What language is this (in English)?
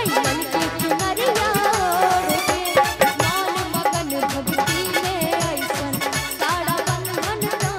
Bhojpuri